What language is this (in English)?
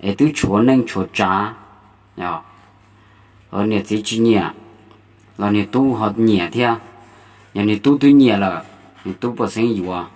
Hmong